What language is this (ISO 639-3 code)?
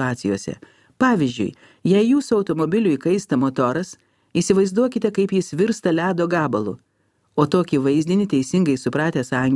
lit